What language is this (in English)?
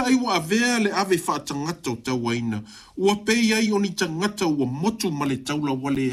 Samoan